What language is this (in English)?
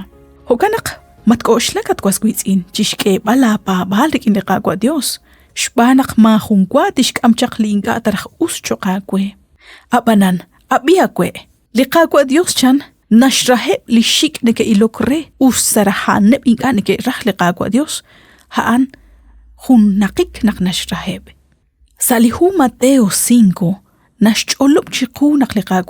Kekchí